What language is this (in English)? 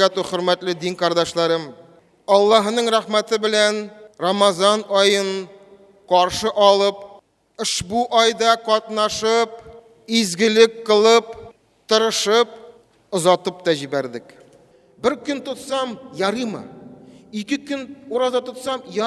Tatar